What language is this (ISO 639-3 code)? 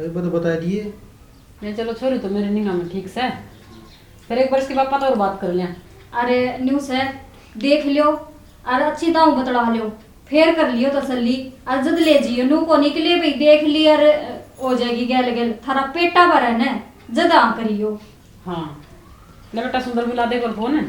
bgc